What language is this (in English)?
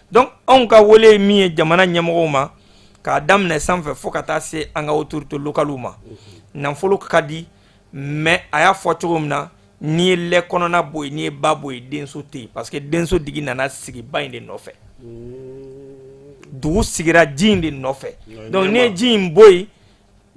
Bambara